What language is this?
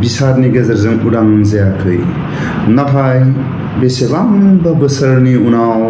Bodo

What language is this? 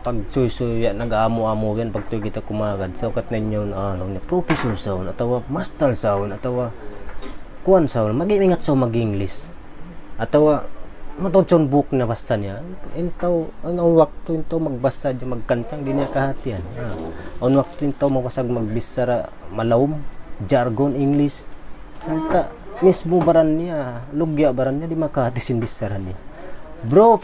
Tausug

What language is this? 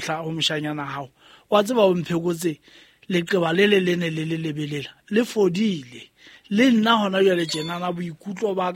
Southern Sotho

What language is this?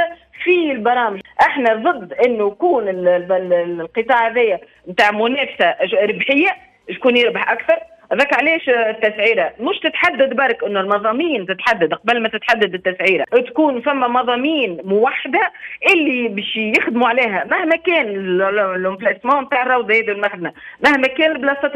Tunisian Arabic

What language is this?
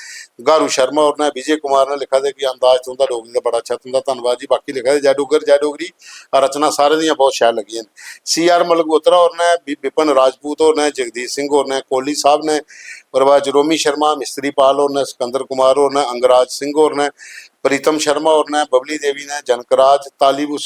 Dogri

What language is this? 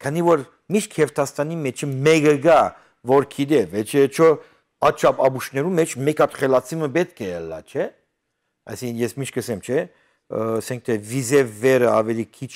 Armenian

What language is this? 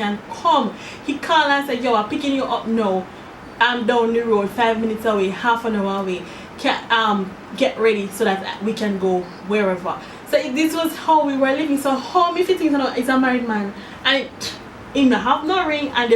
Jamaican Creole English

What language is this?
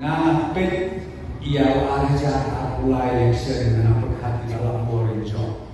Khasi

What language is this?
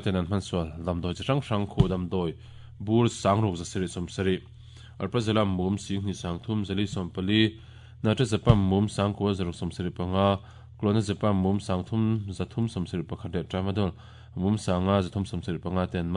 Mizo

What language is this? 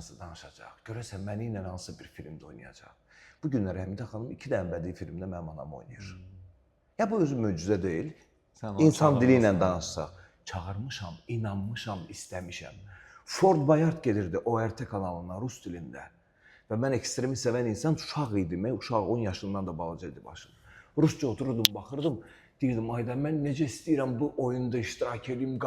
Azerbaijani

